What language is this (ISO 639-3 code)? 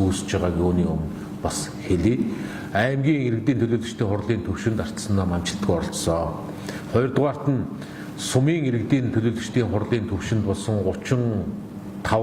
mon